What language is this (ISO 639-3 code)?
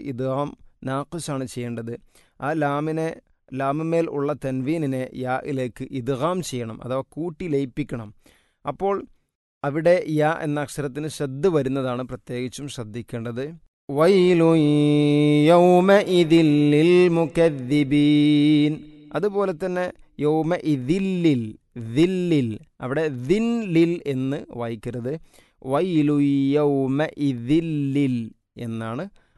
mal